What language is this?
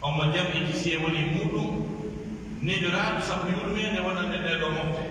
Pular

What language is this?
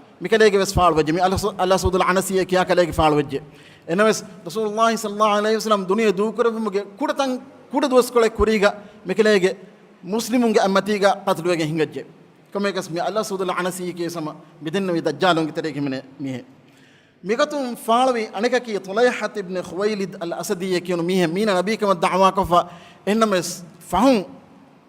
Divehi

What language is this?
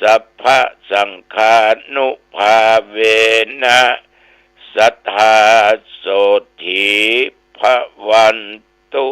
Pali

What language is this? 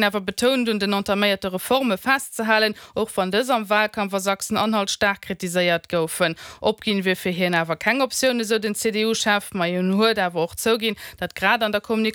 Luxembourgish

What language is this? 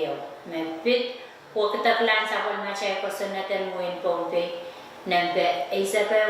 Pohnpeian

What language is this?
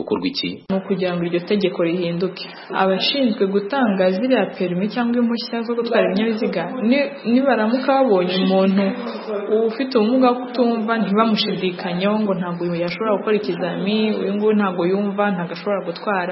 Kinyarwanda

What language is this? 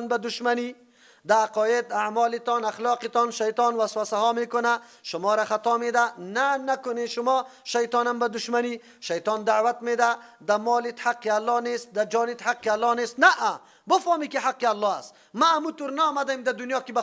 Persian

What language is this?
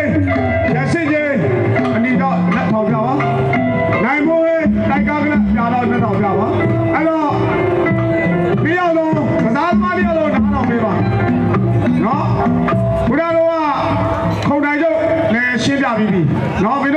Burmese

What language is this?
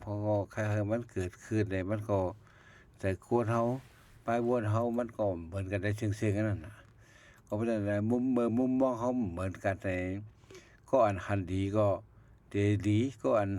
Shan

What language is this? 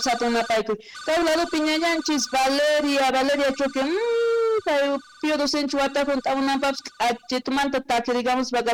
Quechua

